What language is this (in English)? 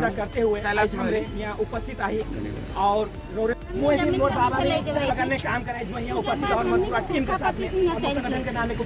Sadri